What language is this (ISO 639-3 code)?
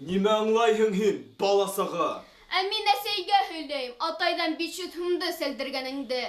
bak